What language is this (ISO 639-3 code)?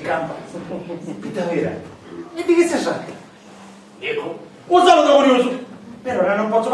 scn